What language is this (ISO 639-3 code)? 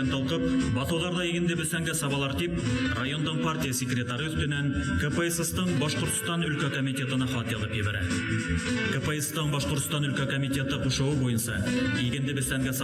bak